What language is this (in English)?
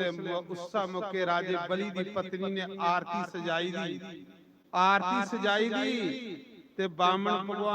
Dogri